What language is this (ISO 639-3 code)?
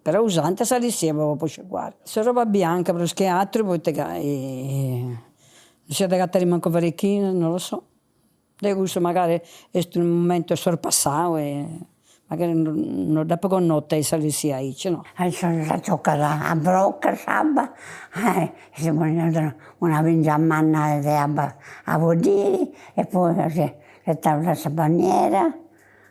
srd